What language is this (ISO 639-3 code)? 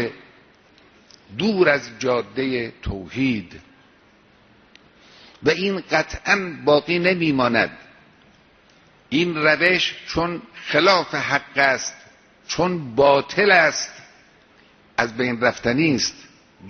fas